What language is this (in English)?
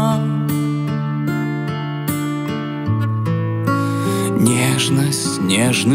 Russian